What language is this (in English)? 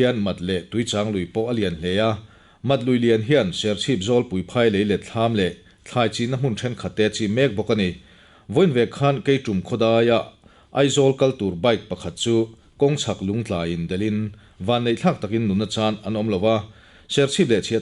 Mizo